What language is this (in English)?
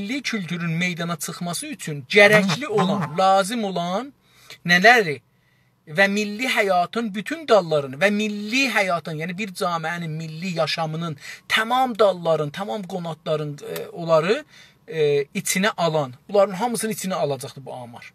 South Azerbaijani